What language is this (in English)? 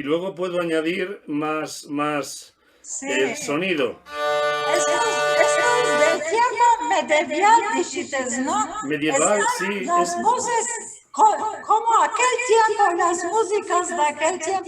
Ladino